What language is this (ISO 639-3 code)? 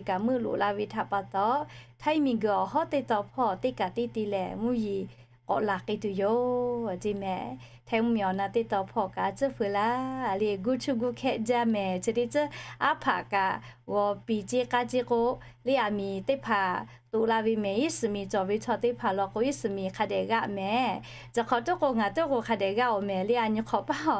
lhu